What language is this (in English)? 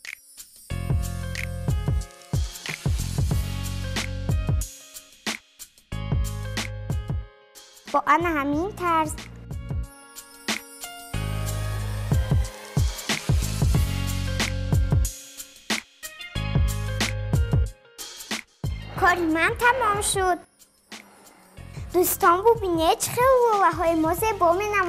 Persian